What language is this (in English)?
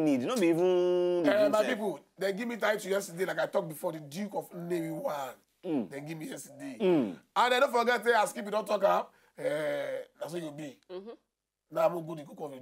Nigerian Pidgin